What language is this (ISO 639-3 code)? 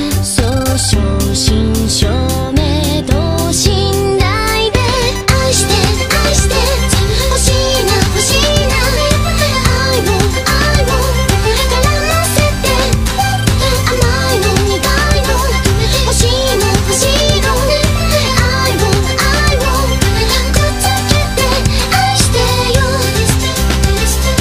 jpn